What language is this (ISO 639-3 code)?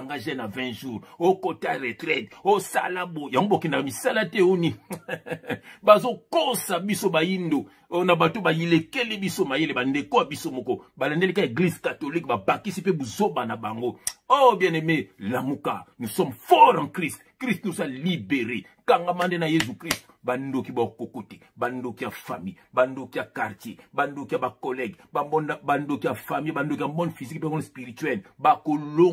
lin